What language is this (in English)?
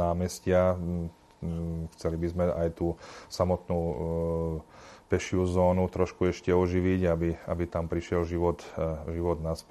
Slovak